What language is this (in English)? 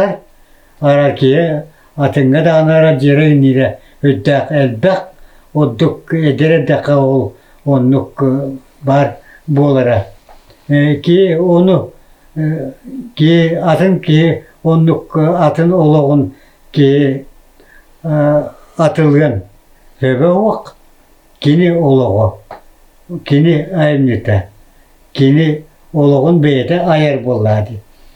Yakut